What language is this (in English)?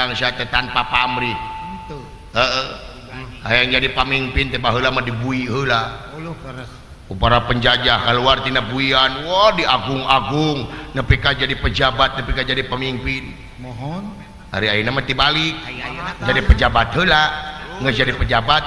Sundanese